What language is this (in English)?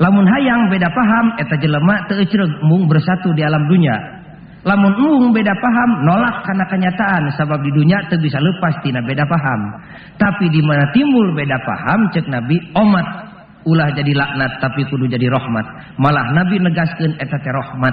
Sundanese